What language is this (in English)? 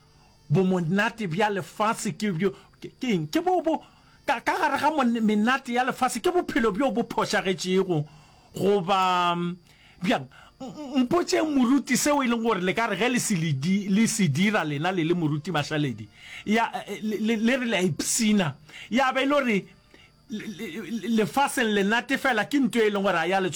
Northern Sotho